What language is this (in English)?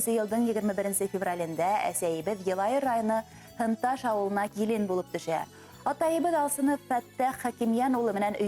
Bashkir